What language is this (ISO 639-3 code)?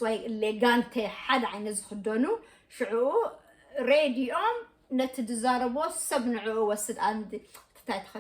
tir